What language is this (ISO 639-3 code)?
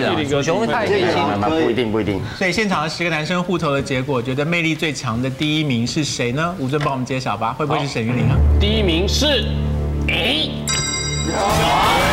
zho